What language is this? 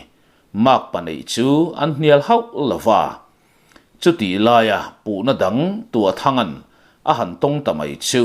Mizo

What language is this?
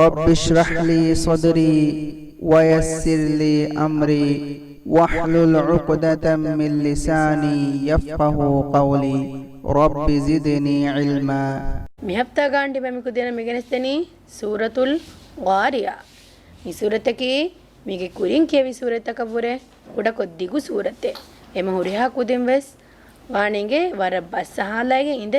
Divehi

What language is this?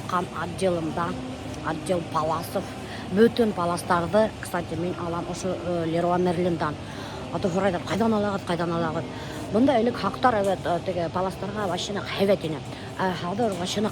Bashkir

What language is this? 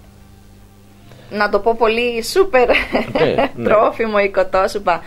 Greek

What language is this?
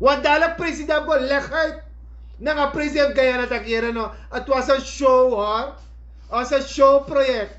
Sranan Tongo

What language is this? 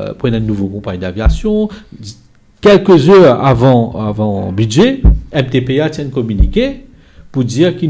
Morisyen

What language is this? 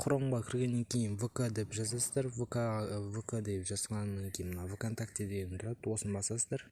Kazakh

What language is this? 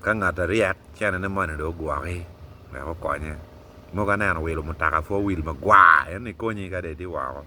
Acoli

